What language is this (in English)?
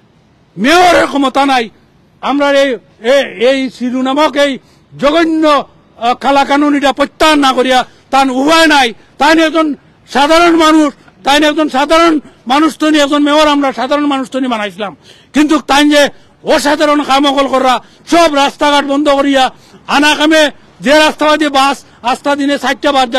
Sylheti